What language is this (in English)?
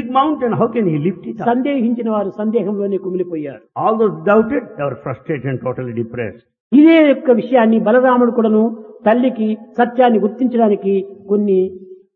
Telugu